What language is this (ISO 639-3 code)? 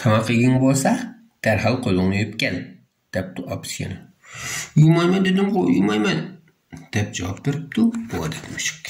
uig